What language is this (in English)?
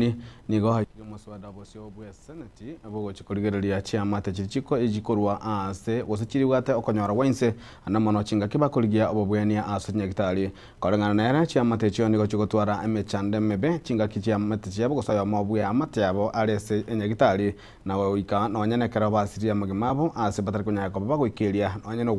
Gusii